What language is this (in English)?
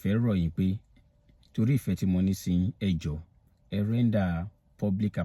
Yoruba